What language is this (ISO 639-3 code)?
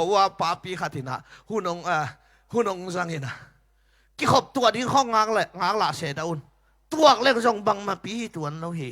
ctd